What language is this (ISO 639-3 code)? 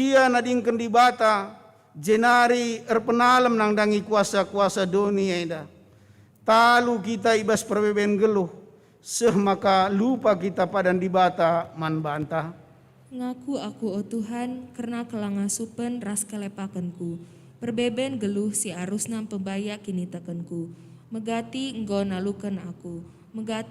btx